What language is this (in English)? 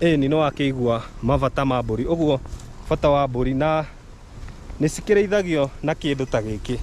Kikuyu